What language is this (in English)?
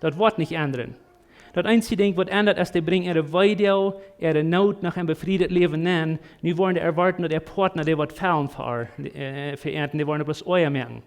Plautdietsch